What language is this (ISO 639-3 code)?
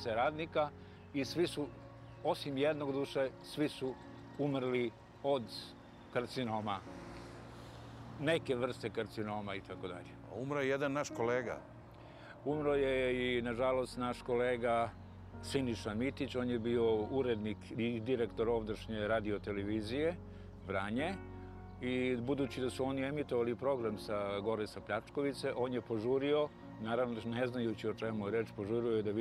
srp